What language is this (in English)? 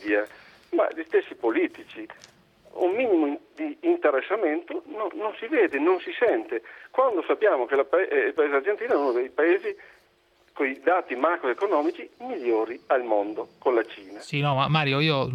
Italian